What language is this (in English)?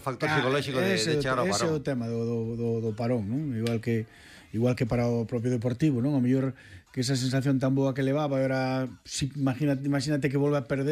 Galician